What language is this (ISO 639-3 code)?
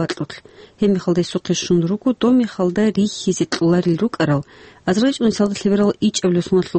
ava